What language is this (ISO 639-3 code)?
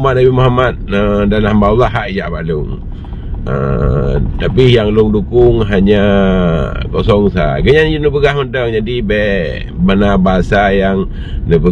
ace